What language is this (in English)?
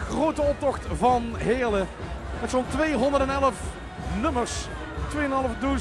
Limburgish